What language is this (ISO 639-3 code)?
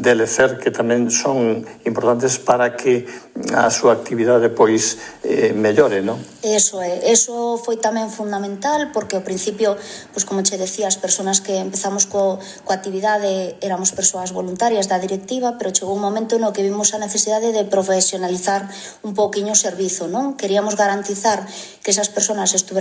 glg